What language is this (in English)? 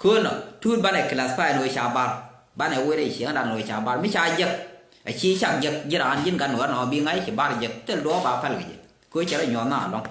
Nuer